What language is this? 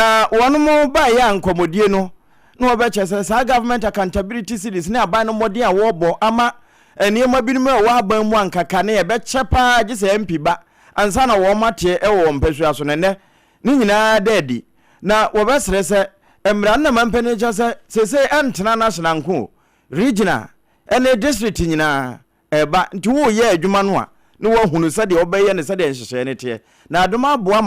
Akan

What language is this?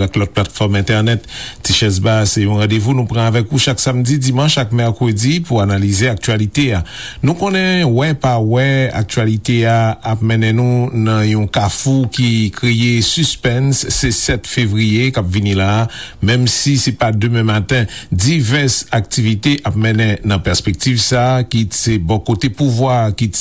Haitian Creole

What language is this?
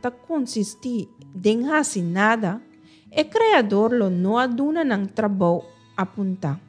Papiamento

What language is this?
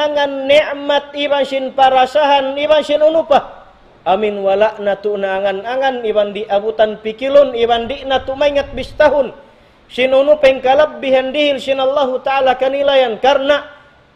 Tausug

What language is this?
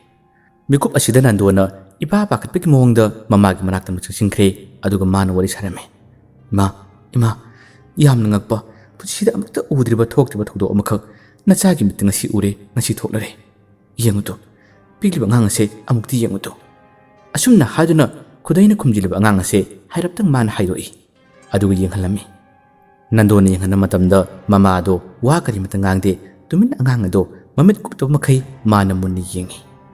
Manipuri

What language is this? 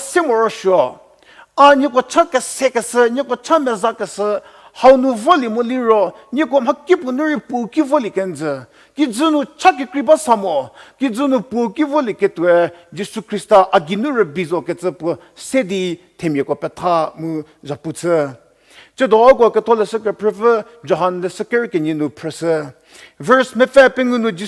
Angami Naga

